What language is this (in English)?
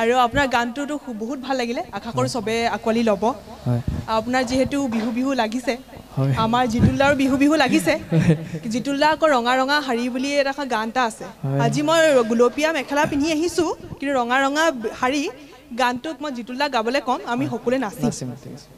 Assamese